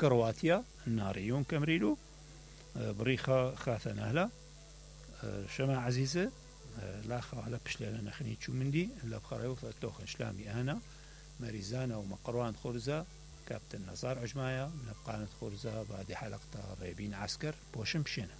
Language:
Mesopotamian Arabic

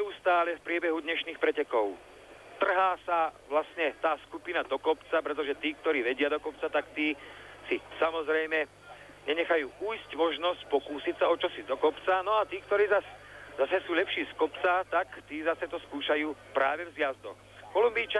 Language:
Slovak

